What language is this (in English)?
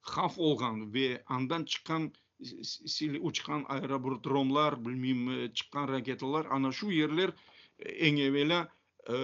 Crimean Tatar